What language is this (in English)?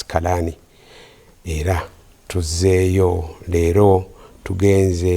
Ganda